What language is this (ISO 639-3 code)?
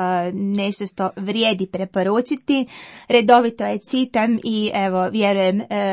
hrv